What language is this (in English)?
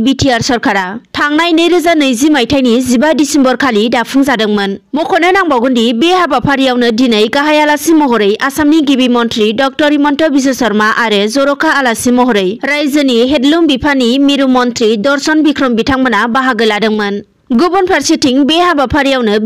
Bodo